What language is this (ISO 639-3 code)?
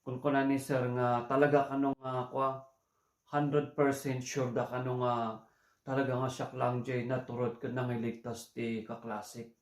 ilo